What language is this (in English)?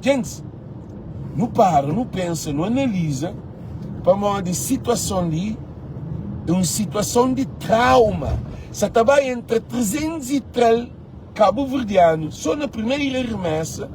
Kabuverdianu